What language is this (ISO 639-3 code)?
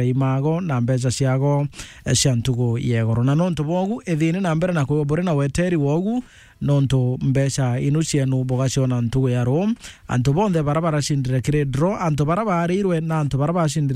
mer